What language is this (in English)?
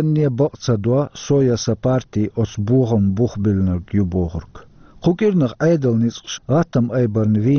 Chechen